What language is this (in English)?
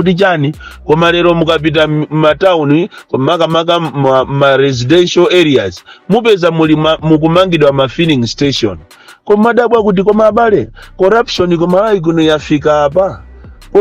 Nyanja